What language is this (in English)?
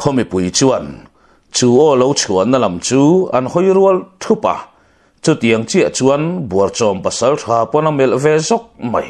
Mizo